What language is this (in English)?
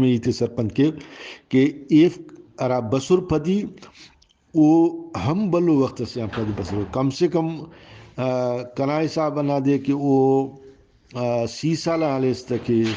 Brahui